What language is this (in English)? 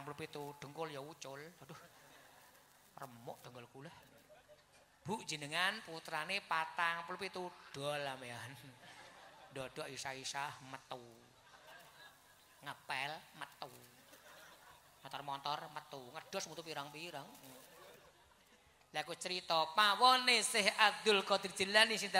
Javanese